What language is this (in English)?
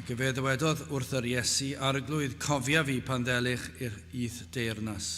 Welsh